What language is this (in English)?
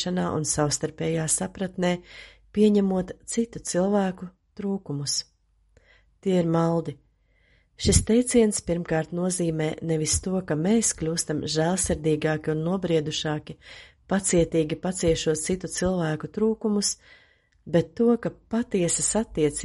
Latvian